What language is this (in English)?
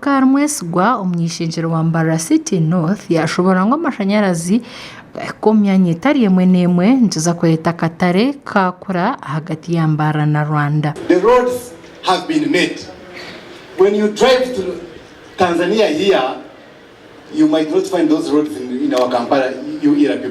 Nyankole